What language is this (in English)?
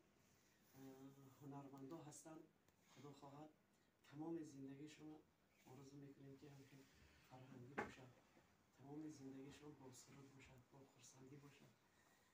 Tajik